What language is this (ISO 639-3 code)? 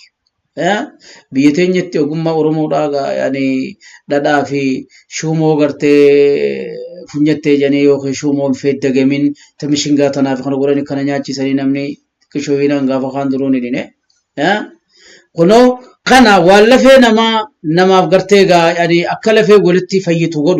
orm